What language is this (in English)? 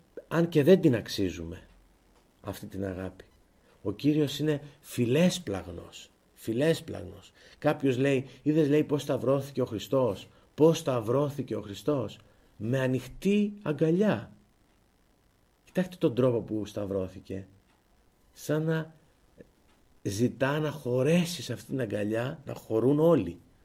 Greek